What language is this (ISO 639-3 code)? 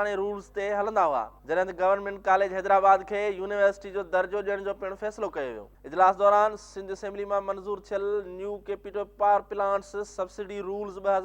snd